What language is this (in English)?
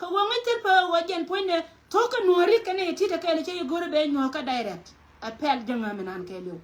Nuer